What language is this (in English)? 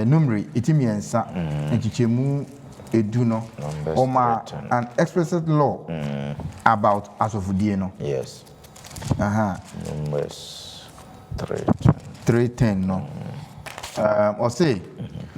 Akan